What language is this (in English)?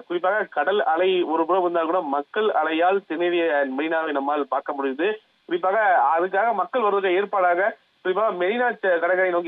Tamil